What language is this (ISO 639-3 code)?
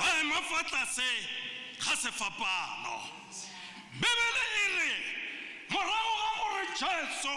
tsn